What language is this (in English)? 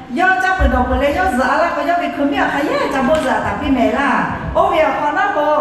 Lahu